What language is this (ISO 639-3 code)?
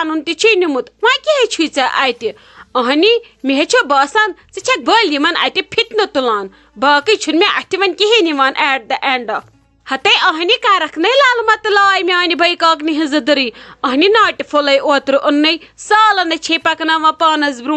kas